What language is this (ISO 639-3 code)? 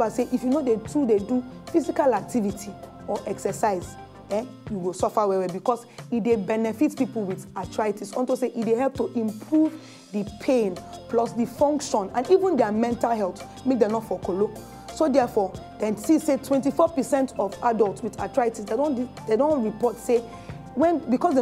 pcm